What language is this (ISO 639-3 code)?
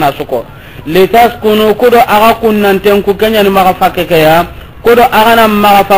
snk